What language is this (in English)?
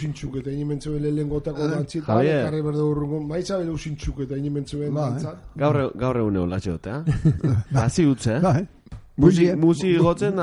Basque